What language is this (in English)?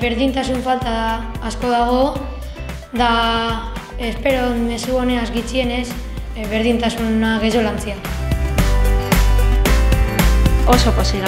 Basque